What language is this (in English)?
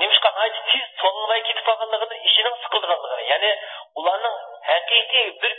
Uyghur